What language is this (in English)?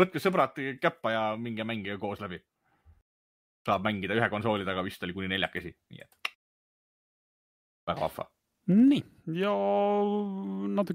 Estonian